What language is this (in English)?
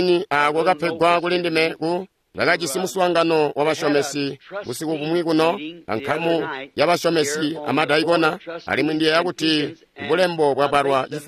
Tonga (Zambia)